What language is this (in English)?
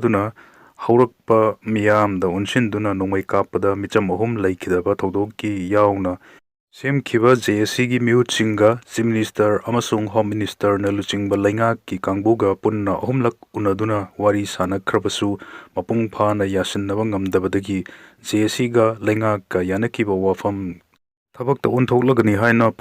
Manipuri